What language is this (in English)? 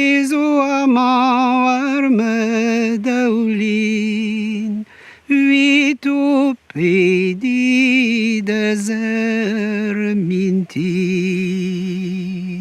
Breton